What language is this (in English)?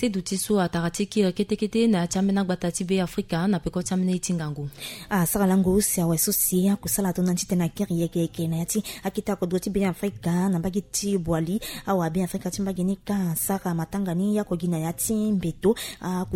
Sango